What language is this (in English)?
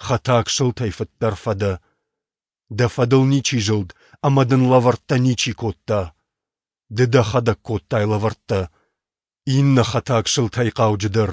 Ossetic